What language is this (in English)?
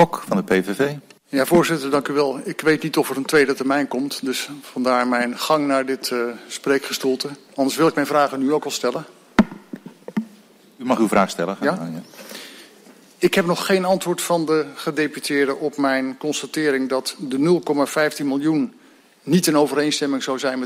Dutch